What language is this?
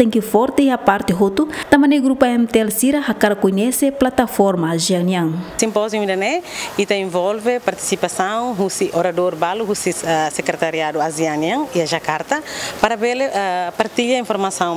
Tetum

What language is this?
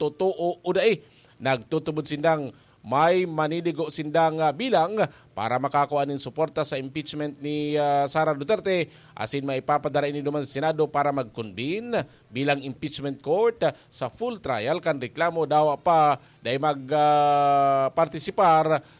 Bikol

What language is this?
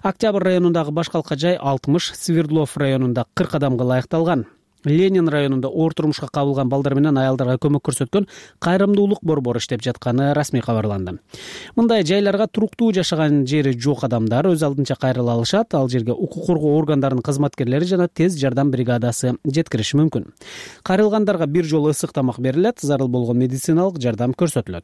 Kyrgyz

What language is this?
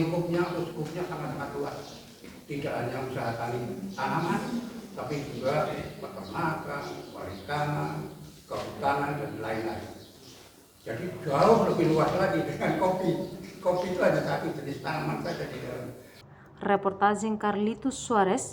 Tetum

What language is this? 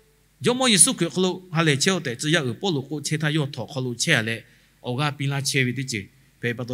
Lahu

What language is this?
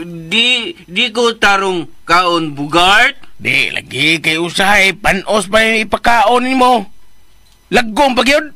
Cebuano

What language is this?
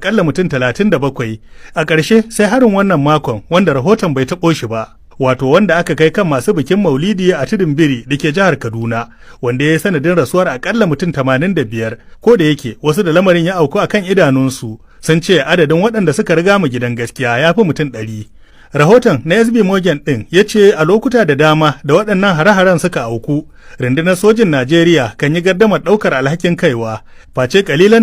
Hausa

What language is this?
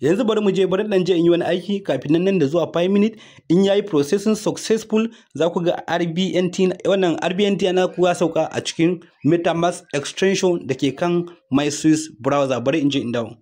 Hausa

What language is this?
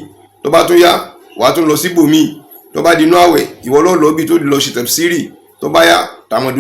Yoruba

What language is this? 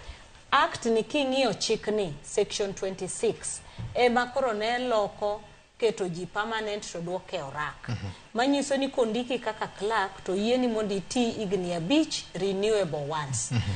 Luo (Kenya and Tanzania)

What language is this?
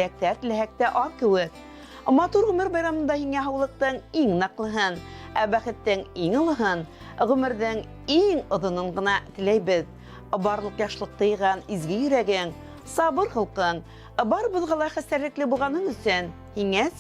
Bashkir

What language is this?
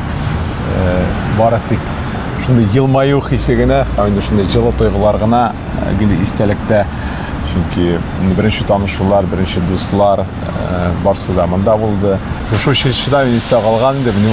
Tatar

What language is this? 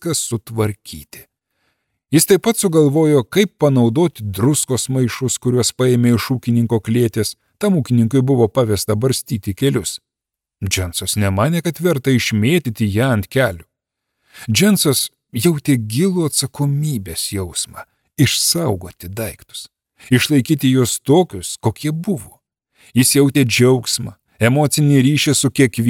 Lithuanian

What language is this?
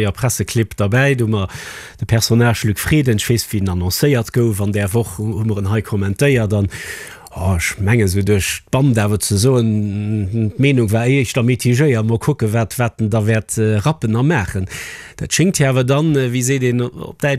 Luxembourgish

